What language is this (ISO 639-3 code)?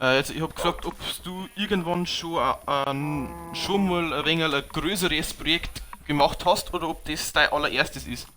bar